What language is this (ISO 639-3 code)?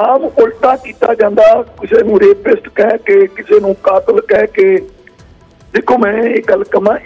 pan